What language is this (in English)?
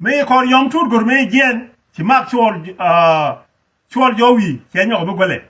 Nuer